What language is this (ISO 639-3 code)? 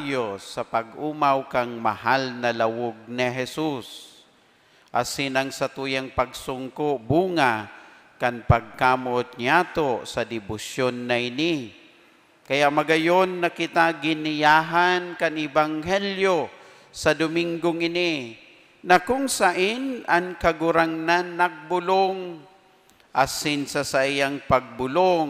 bik